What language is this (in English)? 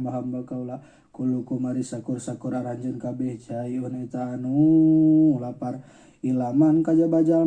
Sundanese